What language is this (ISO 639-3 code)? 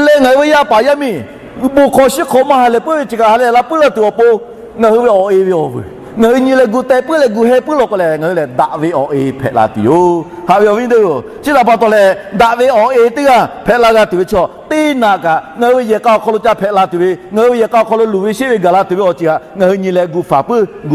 lhu